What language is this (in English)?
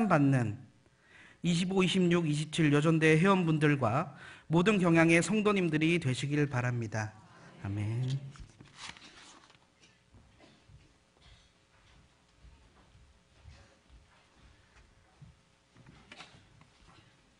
Korean